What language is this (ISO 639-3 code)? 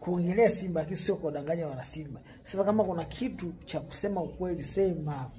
swa